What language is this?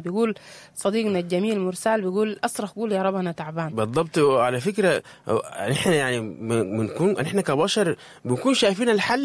Sudanese Arabic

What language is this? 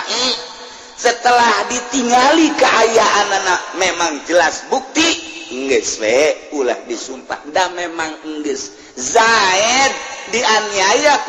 Sundanese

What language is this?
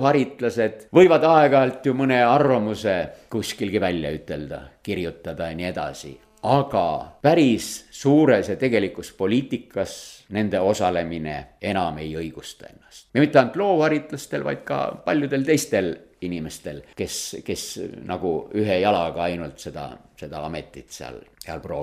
Estonian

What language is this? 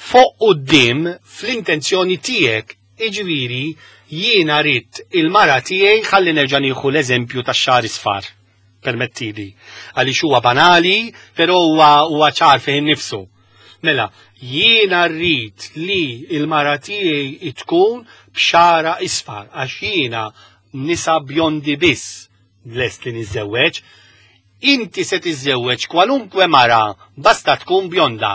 Maltese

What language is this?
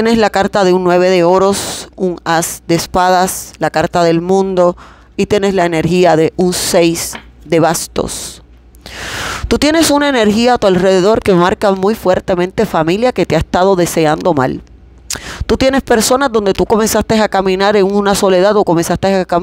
Spanish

